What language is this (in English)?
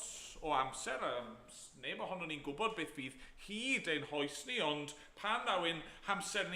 Welsh